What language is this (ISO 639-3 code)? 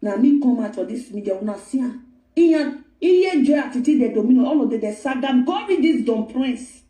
pcm